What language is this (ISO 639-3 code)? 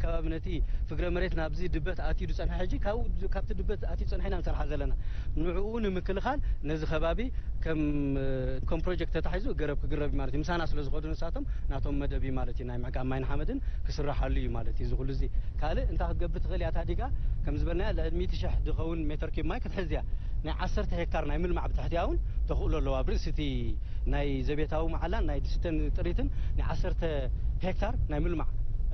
tir